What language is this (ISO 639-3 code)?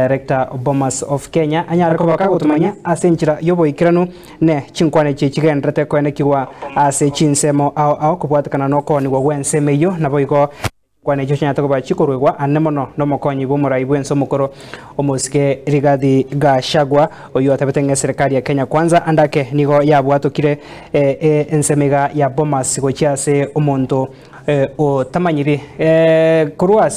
guz